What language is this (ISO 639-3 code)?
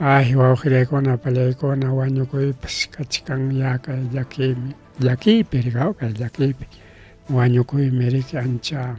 quy